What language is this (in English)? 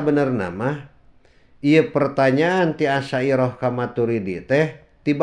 Sundanese